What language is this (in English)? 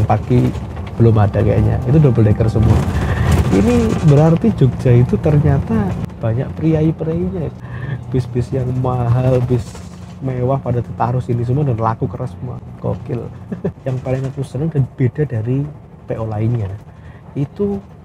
Indonesian